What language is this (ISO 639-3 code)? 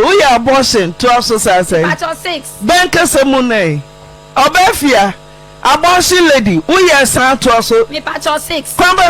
aka